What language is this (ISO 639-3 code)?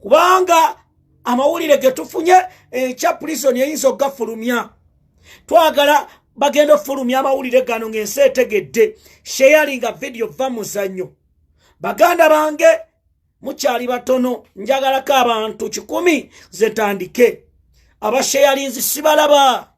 lug